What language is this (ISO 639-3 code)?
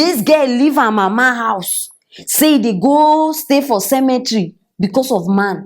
pcm